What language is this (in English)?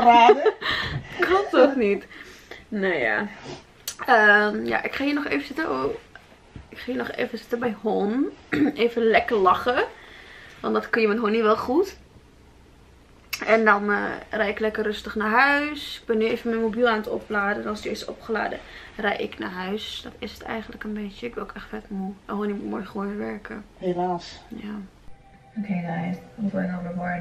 Dutch